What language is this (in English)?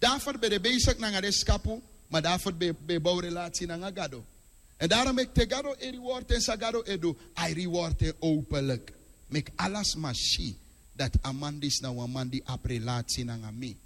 Sranan Tongo